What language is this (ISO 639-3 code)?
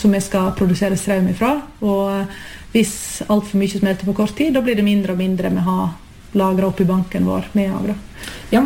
nor